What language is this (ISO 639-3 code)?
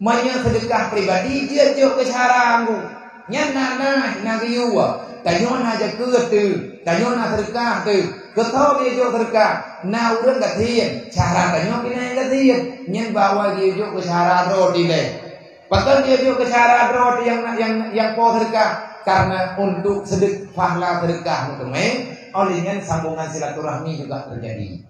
ace